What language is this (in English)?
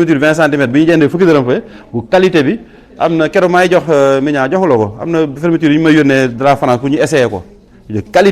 Wolof